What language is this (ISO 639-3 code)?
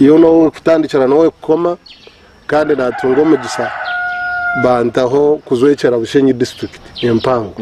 nyn